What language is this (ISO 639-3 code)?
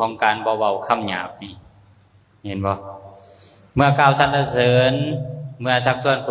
lao